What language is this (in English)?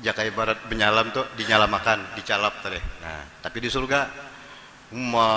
Banjar